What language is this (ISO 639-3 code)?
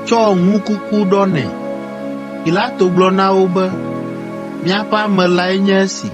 ewe